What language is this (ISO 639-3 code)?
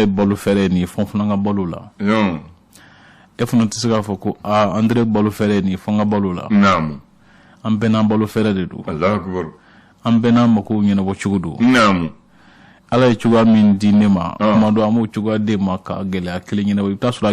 bam